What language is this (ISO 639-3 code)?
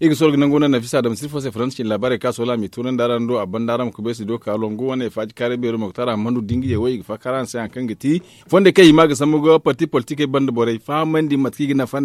dje